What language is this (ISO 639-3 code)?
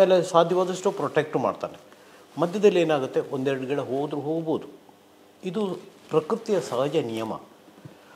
kan